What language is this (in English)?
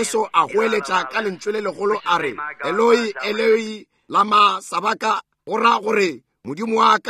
Northern Sotho